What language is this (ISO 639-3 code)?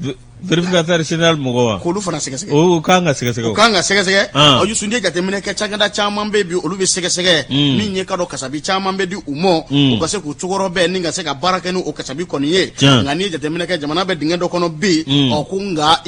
bam